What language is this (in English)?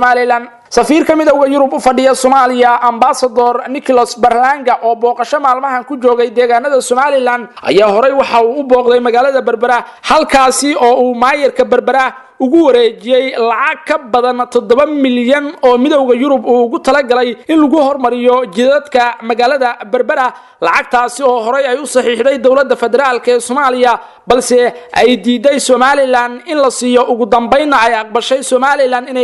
Somali